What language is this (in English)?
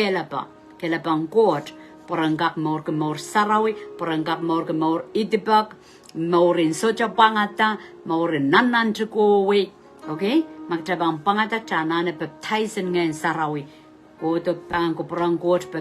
Pohnpeian